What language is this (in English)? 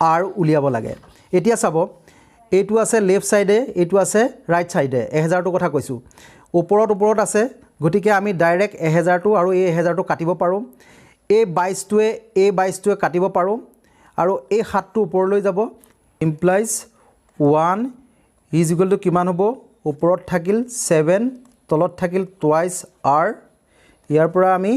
Assamese